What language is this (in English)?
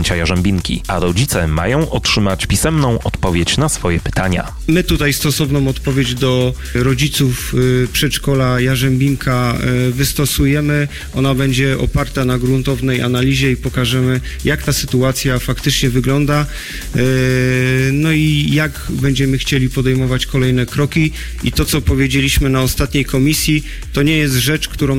Polish